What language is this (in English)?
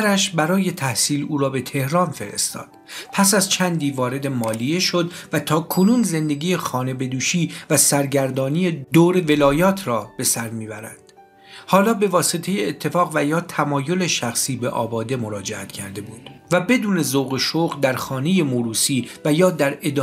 Persian